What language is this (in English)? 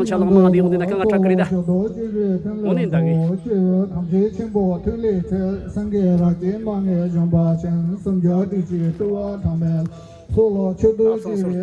Tibetan